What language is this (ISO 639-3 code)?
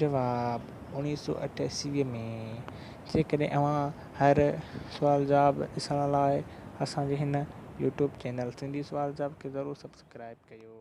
snd